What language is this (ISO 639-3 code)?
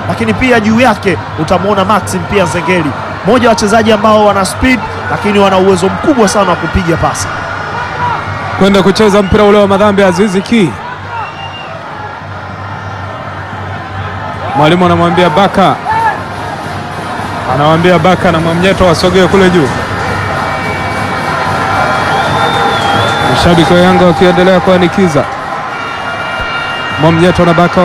swa